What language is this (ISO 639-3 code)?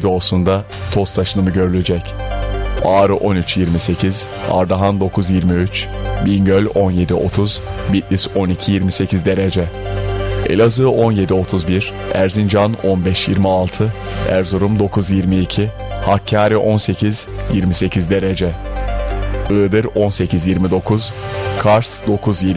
tur